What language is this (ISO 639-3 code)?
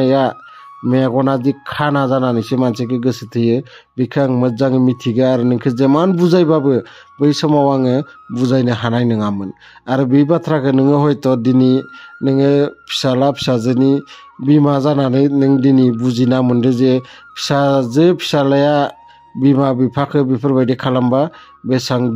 brx